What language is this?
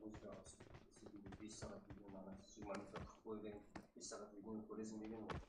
Kara-Kalpak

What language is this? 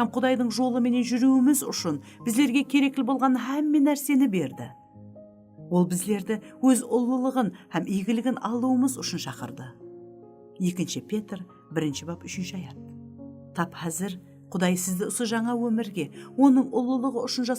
Kara-Kalpak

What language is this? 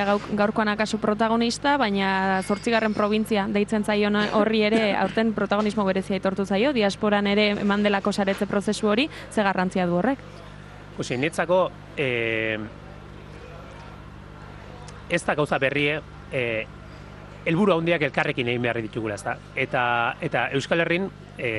Basque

